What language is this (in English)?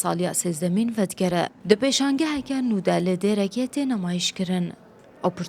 Central Kurdish